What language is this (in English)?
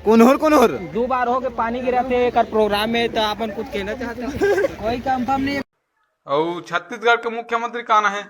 Chhattisgarhi